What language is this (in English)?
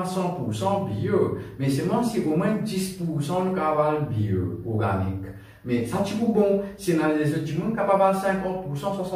Morisyen